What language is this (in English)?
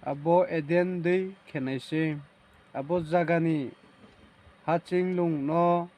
Riang (India)